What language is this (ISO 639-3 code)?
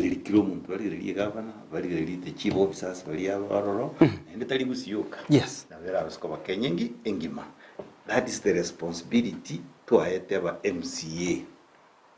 guz